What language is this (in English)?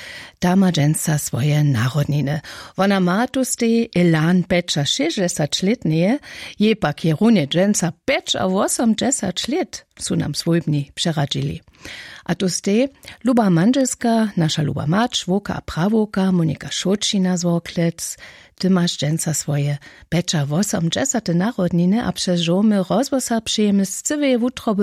Upper Sorbian